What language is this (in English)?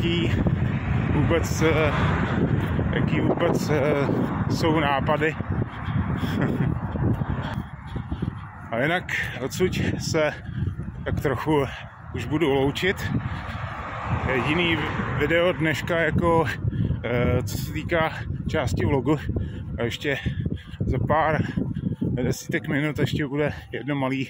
Czech